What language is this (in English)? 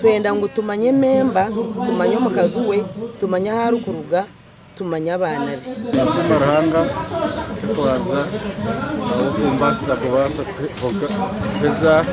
Nyankole